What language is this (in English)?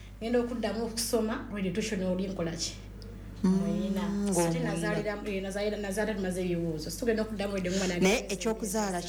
Ganda